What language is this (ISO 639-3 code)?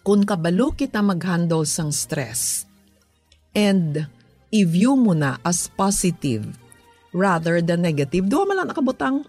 hil